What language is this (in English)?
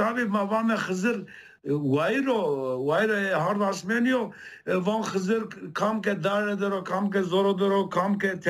Zaza